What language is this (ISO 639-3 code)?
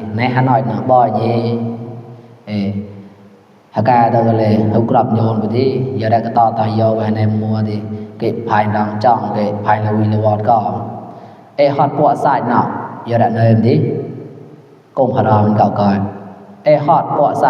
mnw